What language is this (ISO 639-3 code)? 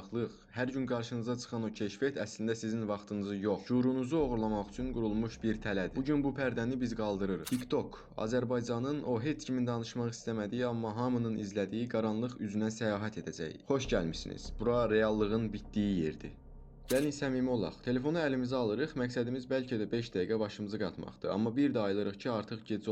aze